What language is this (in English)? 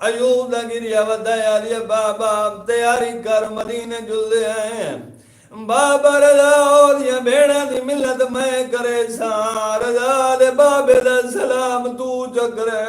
Saraiki